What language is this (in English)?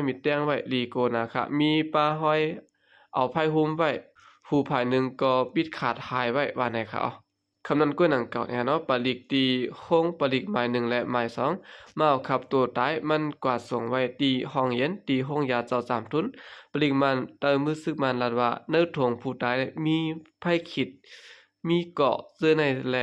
Shan